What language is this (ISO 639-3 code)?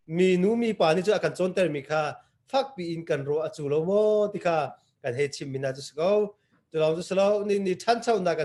cnh